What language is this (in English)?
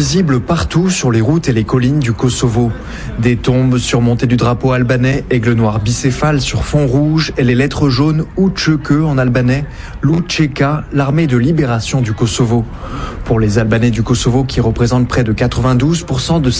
French